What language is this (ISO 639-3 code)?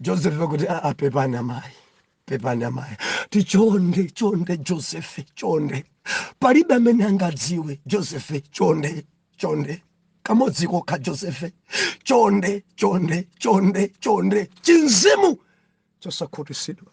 nya